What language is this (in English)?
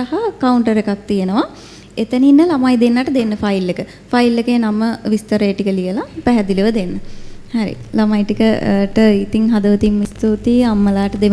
Sinhala